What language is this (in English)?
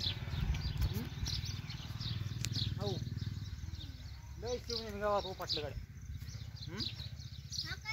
Marathi